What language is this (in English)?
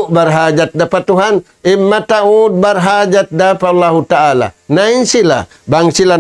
Tausug